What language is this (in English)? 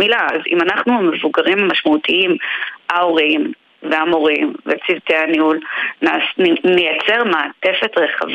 Hebrew